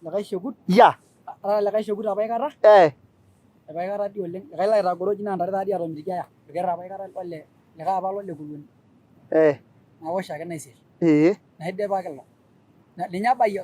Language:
Masai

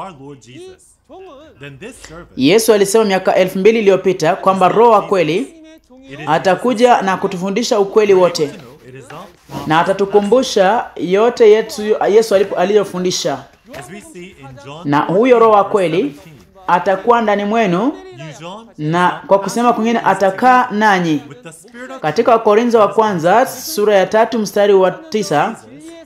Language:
Swahili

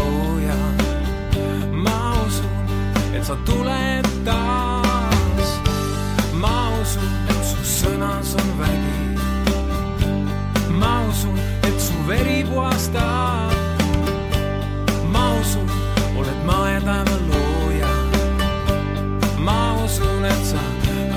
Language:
Estonian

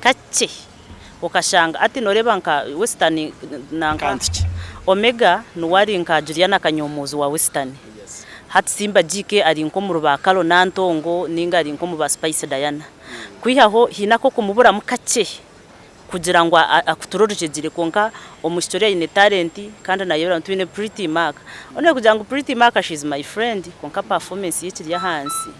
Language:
Nyankole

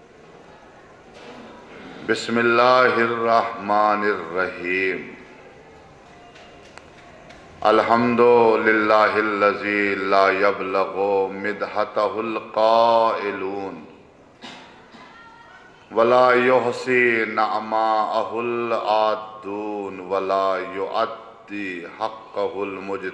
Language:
Urdu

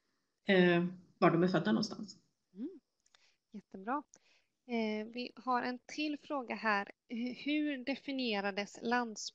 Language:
Swedish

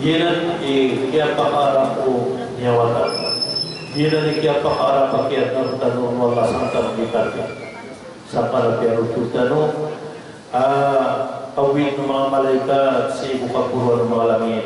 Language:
Maranao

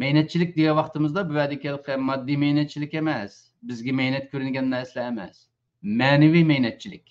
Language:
Uyghur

